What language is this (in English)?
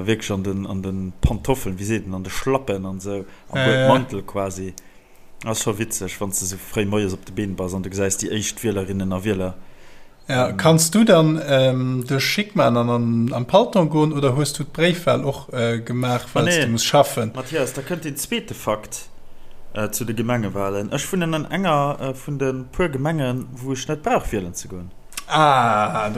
Luxembourgish